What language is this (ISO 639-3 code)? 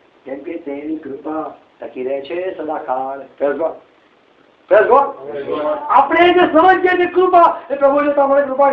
guj